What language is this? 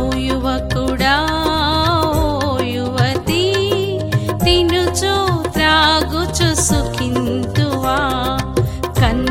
Telugu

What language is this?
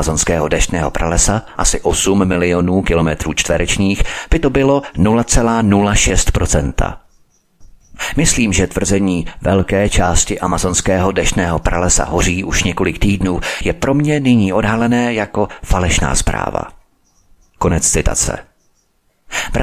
Czech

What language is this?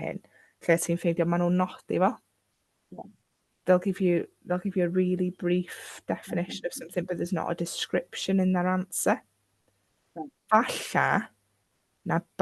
Welsh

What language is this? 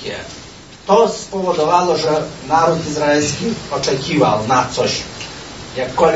Polish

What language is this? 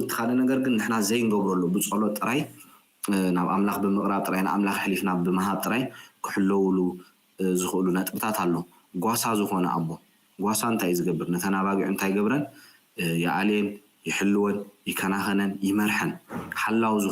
Tigrinya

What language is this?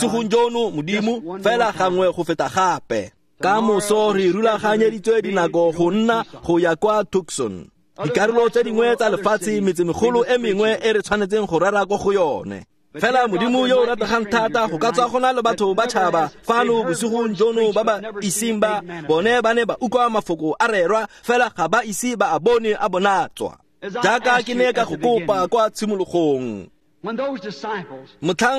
Tswana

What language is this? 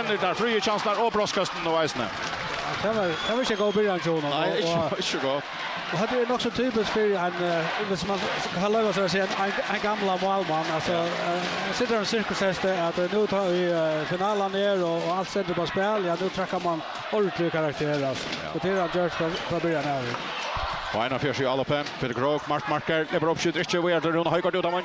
Faroese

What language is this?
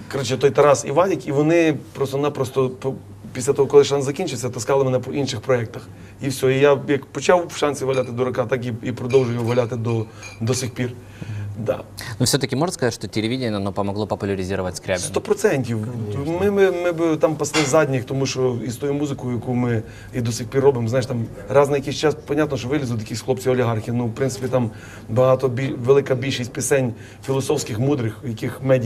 Ukrainian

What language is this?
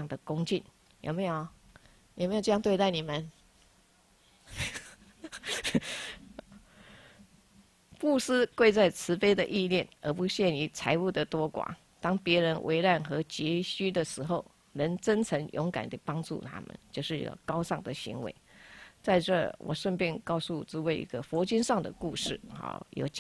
Chinese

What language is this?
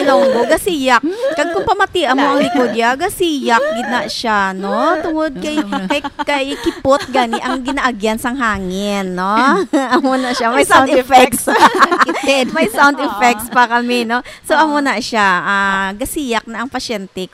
Hiligaynon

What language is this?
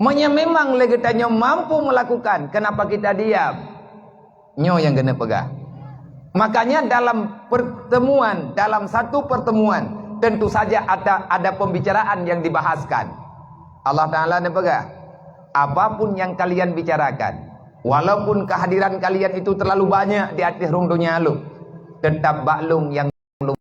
Achinese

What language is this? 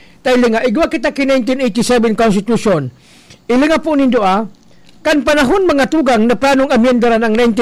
Bikol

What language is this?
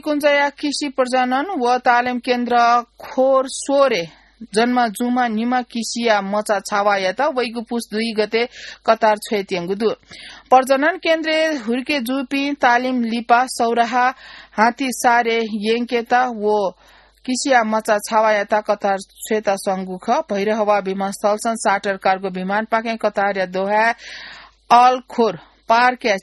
Newari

